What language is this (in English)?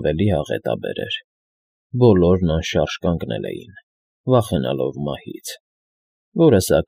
Armenian